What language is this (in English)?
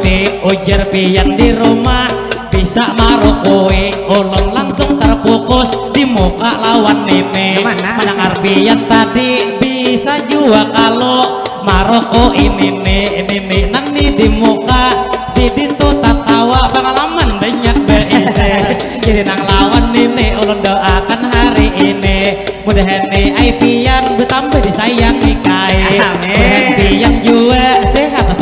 Banjar